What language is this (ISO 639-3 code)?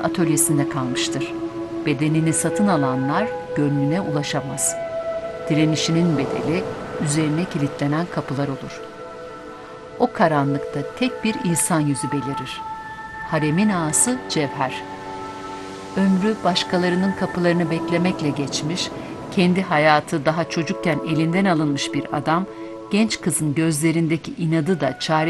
tur